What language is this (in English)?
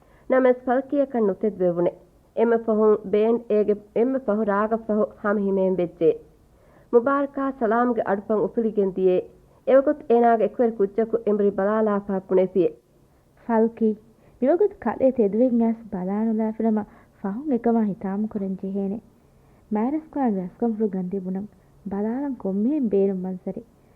Divehi